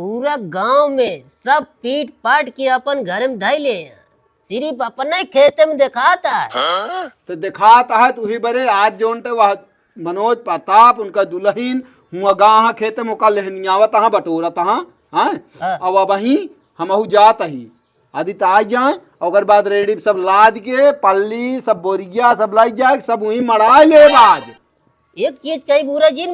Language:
Awadhi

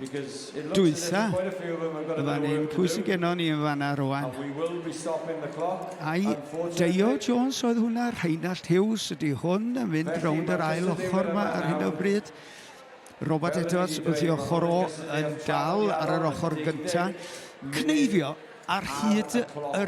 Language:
Welsh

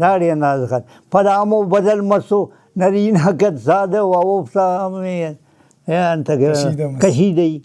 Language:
Brahui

